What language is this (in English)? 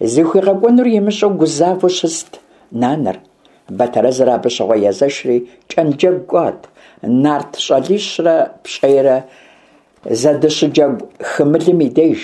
Kabardian